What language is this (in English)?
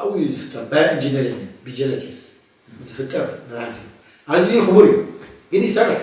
Tigrinya